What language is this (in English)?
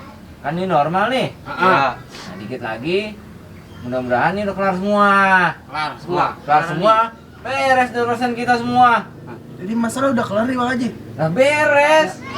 Betawi